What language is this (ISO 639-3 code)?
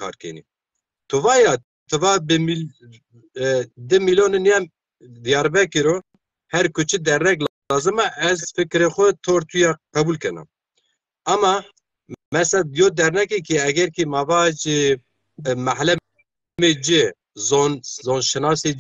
zza